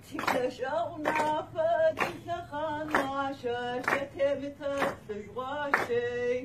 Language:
Kabardian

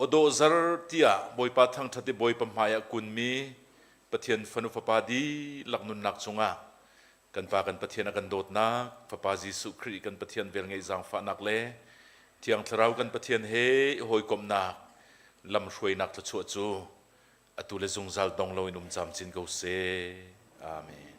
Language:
Hakha Chin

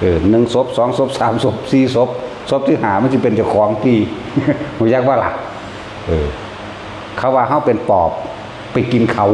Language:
Northeastern Thai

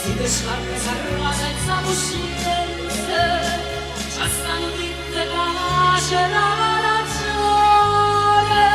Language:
Neapolitan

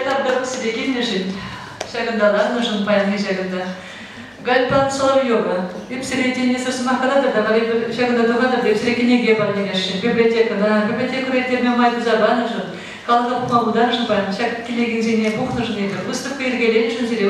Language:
Chuvash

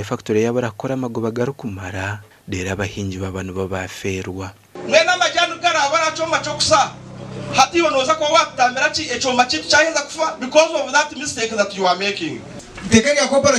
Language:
Nyankole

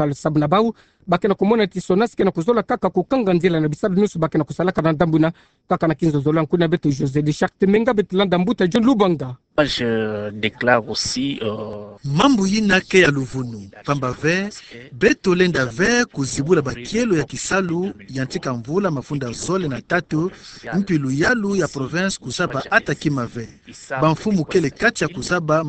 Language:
Kituba (Democratic Republic of Congo)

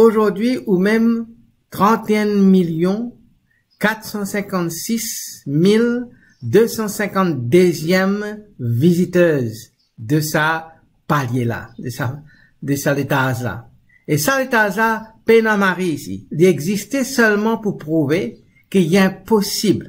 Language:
Morisyen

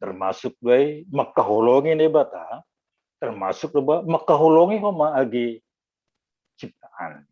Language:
Batak Simalungun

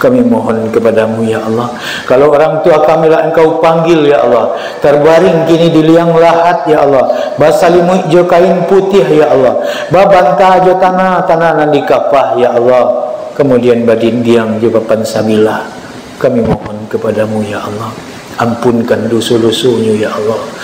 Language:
Minangkabau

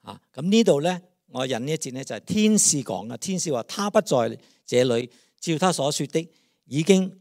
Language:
Cantonese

